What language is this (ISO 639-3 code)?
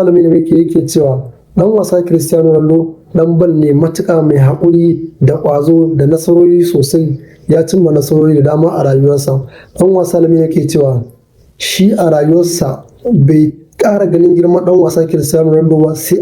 hau